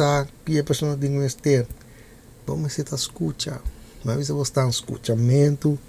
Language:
Papiamento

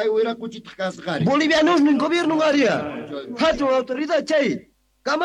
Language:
Quechua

